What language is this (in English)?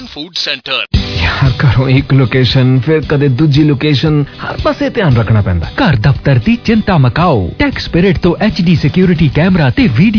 Punjabi